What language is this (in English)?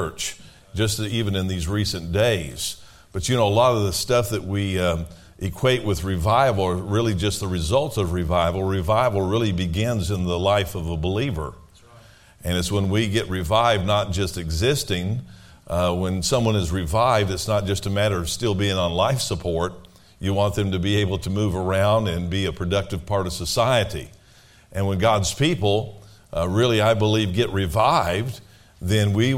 English